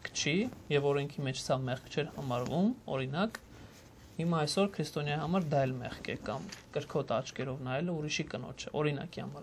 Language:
Armenian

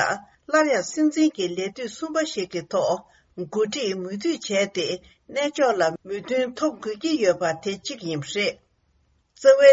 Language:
Tibetan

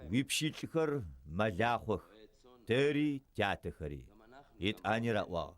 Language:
Adyghe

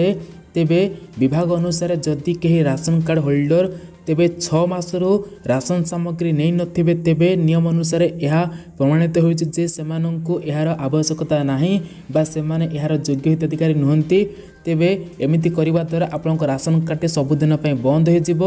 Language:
Odia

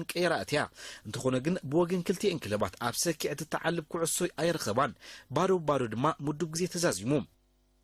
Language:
Tigrinya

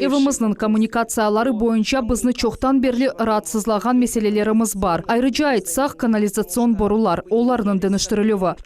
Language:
Crimean Tatar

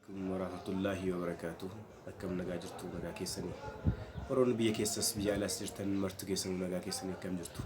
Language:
Oromo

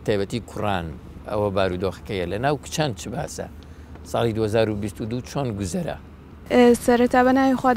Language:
Central Kurdish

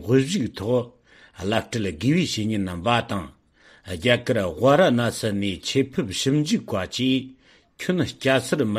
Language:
Tibetan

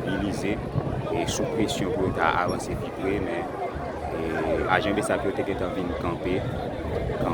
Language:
Haitian Creole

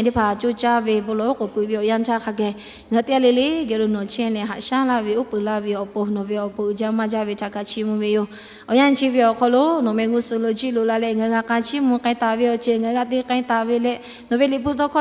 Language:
Lahu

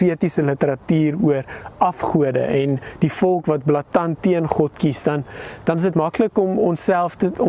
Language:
Afrikaans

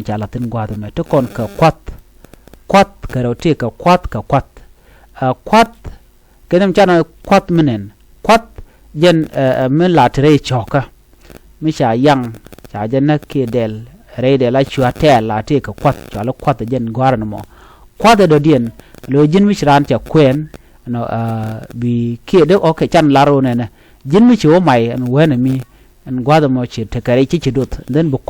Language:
Nuer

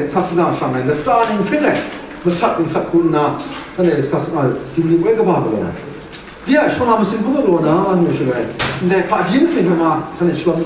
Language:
Kachin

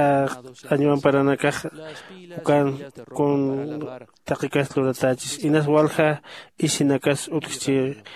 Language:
Aymara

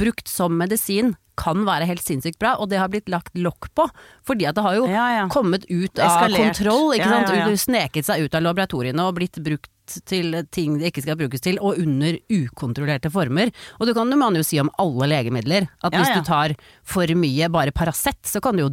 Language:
Norwegian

